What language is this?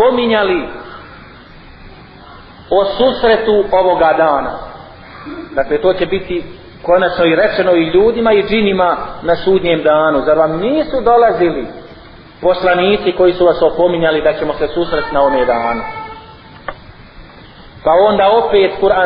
Bosnian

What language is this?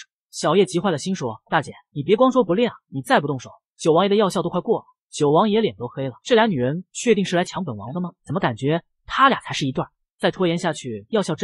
Chinese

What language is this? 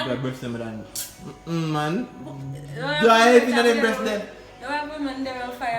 Jamaican Creole English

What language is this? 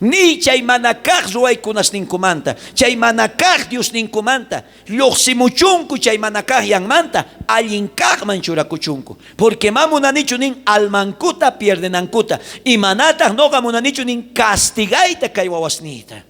South Bolivian Quechua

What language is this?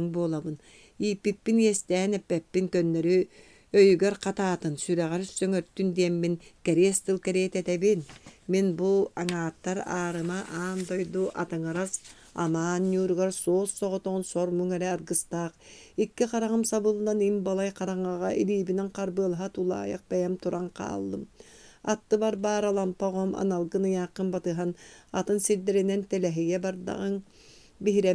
Yakut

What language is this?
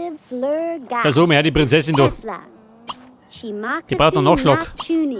Bavarian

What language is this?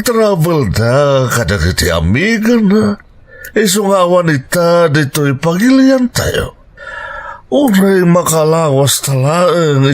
Iloko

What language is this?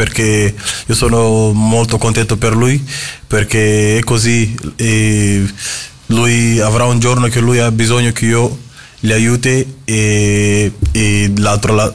Italian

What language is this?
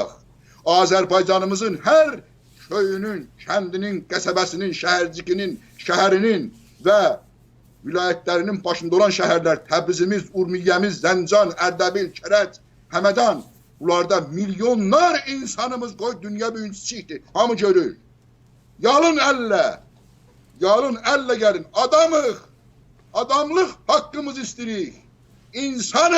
South Azerbaijani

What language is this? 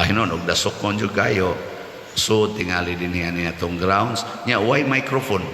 Cebuano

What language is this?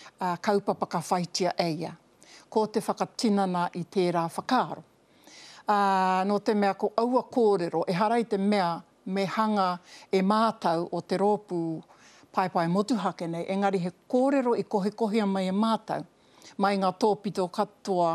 Māori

